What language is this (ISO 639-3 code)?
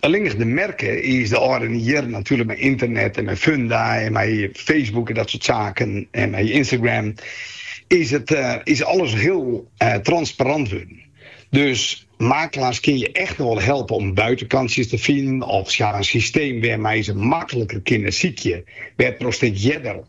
fry